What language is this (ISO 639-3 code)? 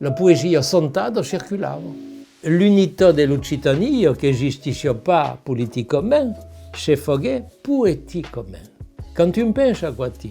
oci